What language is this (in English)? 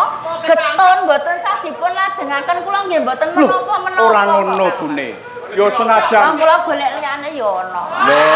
Javanese